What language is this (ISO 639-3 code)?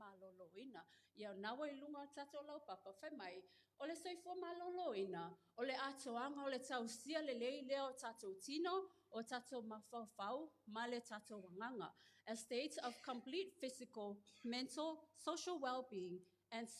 smo